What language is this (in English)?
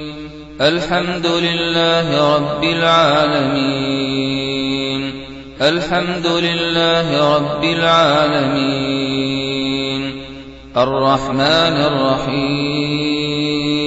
Arabic